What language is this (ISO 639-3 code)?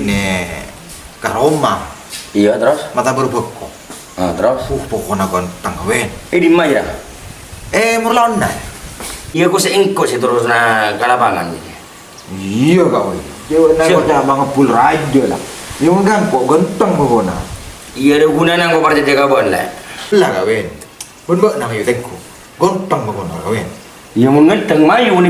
mad